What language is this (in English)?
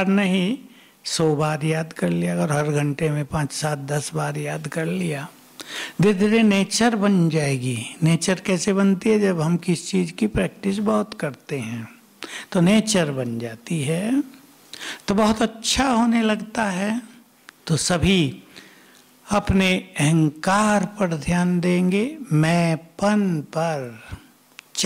Hindi